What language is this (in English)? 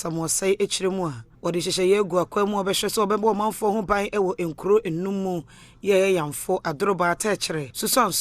Akan